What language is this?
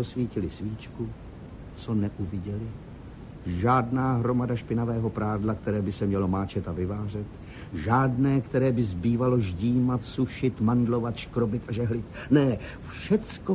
Czech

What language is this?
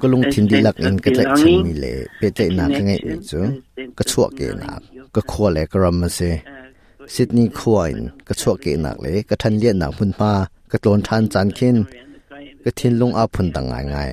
Hakha Chin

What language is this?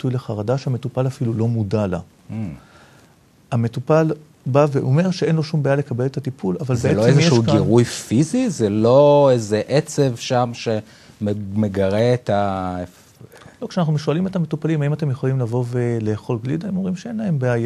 Hebrew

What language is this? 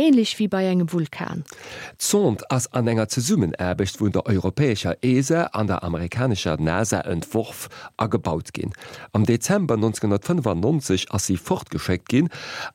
Luxembourgish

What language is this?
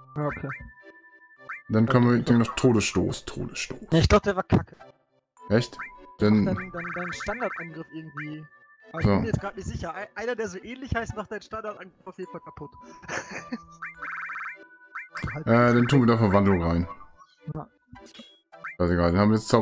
German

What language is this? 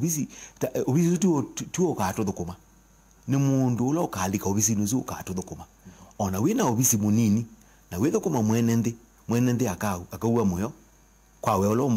Kamba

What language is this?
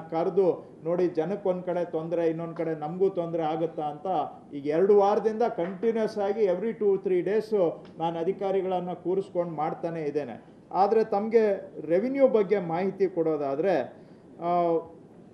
Kannada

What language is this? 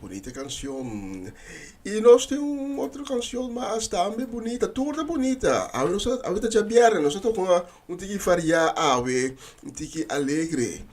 Papiamento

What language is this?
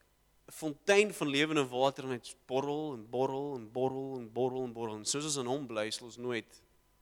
Afrikaans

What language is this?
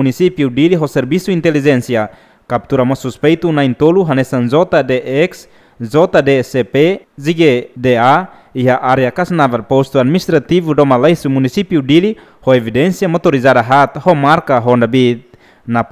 Tetum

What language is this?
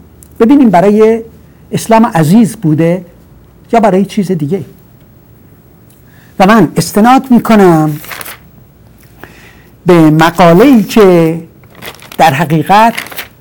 Persian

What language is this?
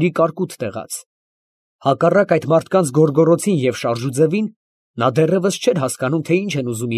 Armenian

